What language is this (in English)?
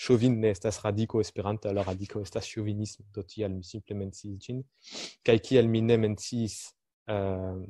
Esperanto